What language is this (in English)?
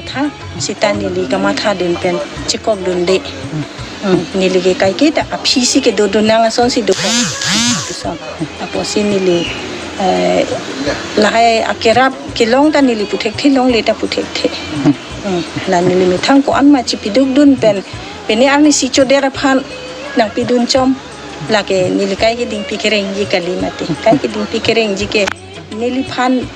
Karbi